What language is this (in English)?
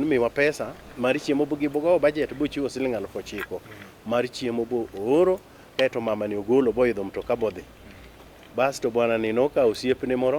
Luo (Kenya and Tanzania)